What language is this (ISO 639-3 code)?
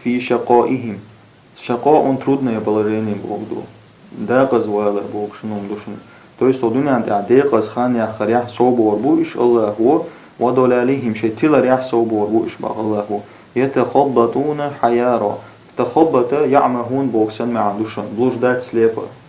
che